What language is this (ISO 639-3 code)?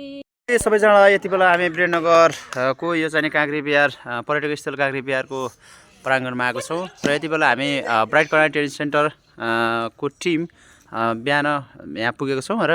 nep